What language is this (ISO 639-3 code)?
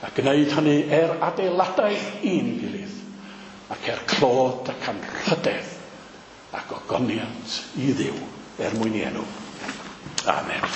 cym